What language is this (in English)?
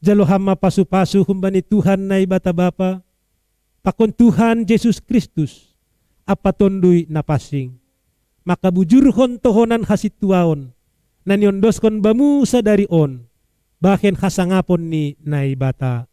Batak Simalungun